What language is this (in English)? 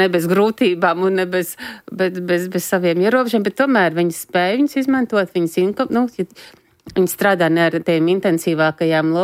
Latvian